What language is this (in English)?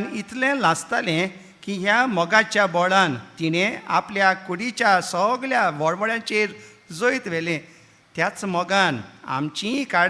Konkani